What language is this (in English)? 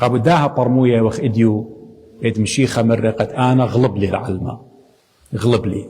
Assyrian Neo-Aramaic